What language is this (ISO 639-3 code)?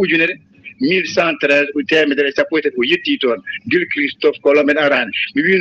ful